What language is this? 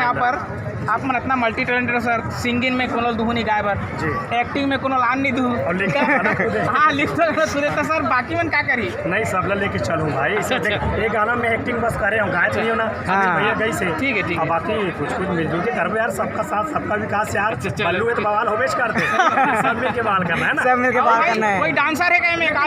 Chhattisgarhi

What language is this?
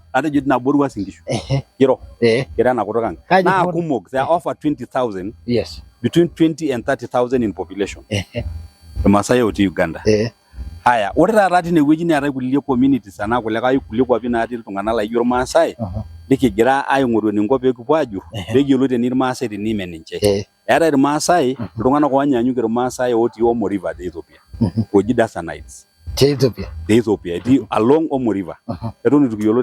Masai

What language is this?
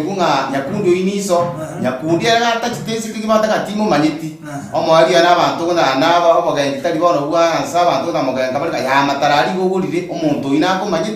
Gusii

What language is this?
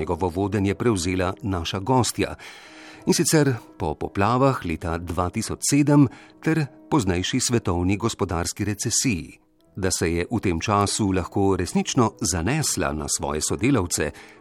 Slovenian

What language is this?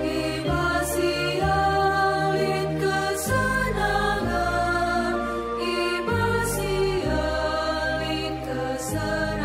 Batak Karo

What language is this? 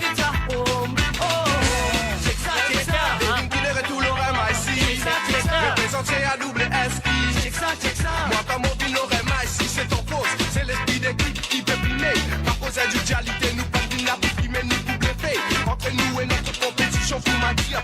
Morisyen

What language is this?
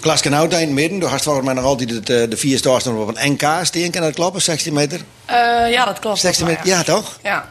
Western Frisian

